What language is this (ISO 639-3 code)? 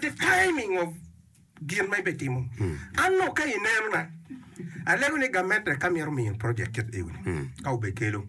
ach